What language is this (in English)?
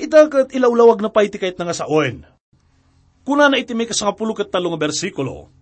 Iloko